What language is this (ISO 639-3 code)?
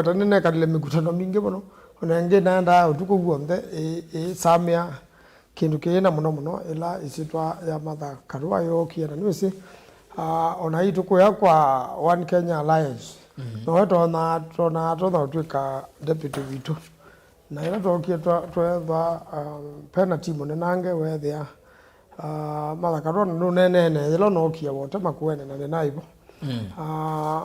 kam